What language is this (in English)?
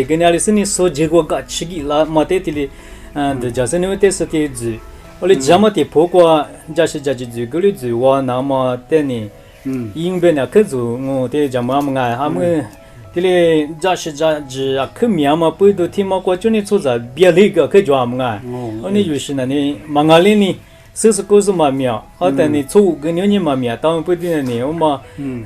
Lisu